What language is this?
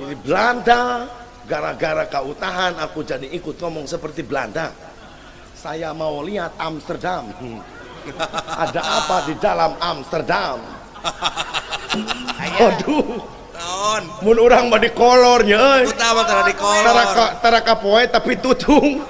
Sundanese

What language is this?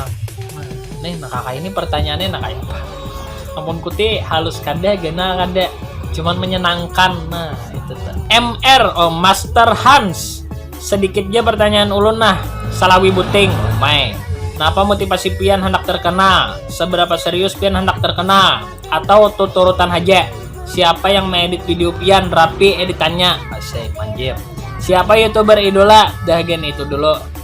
Banjar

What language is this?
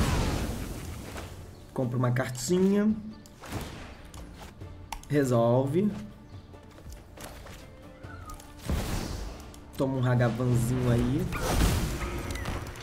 Portuguese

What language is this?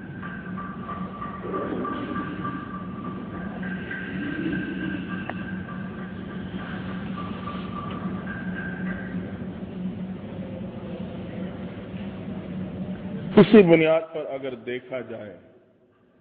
Urdu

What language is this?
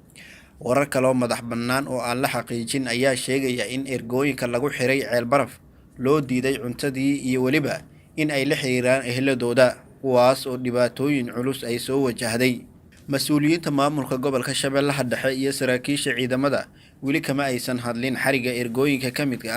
Somali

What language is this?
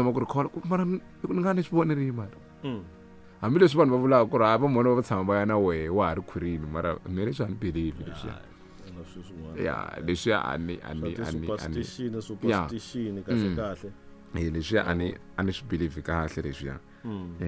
Tsonga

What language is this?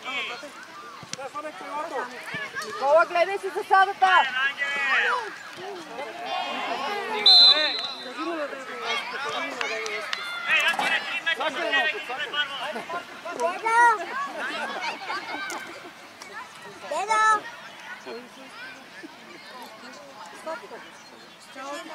Bulgarian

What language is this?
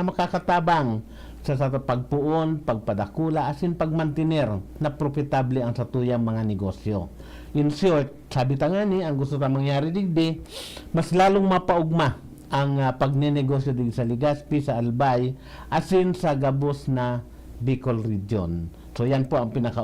Bikol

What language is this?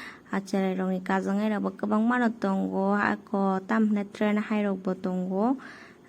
Kok Borok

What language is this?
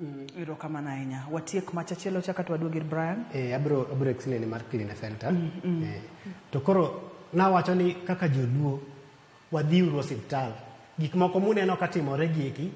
Luo (Kenya and Tanzania)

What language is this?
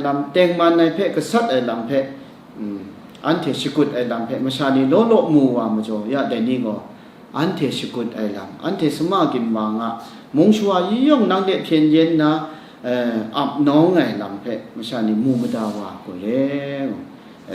Kachin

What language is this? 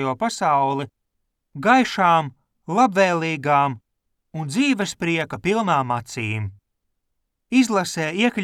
Latvian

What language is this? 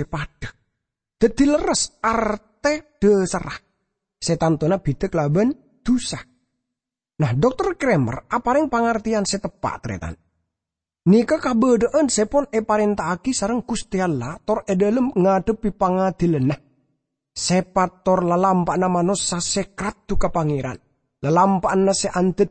Madurese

